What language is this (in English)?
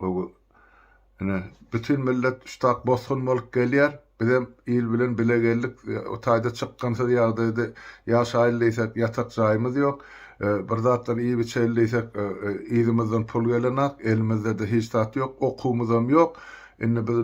Turkmen